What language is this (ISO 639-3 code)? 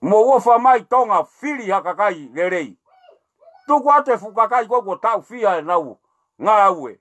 ton